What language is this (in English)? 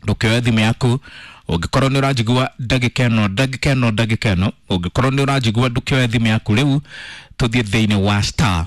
Kikuyu